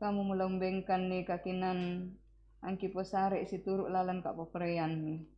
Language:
Toraja-Sa'dan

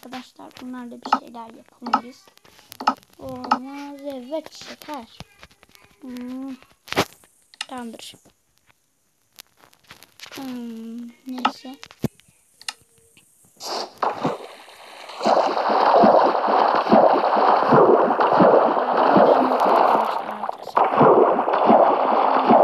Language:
Turkish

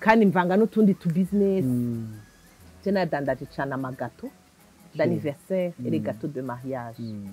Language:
Rundi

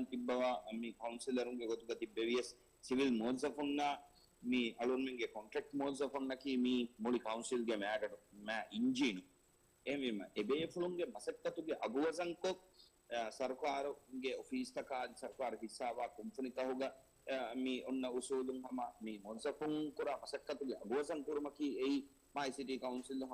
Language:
Divehi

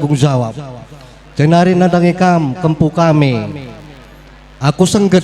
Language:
Batak Karo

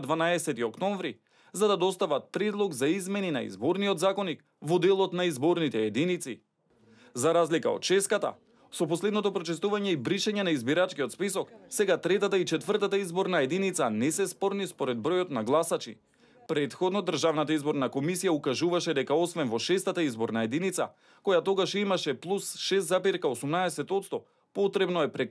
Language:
Macedonian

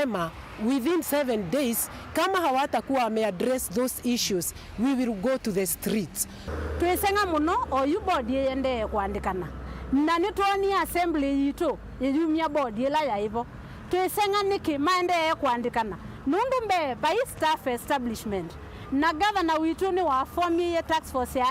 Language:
Kamba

